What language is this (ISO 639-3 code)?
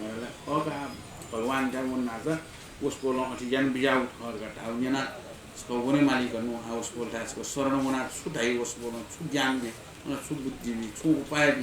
new